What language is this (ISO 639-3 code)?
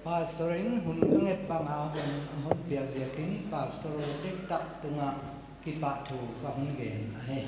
pck